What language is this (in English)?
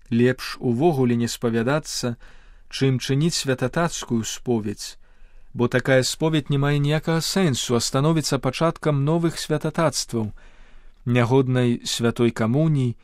Belarusian